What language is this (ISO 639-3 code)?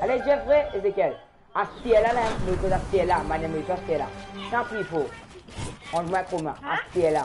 mfe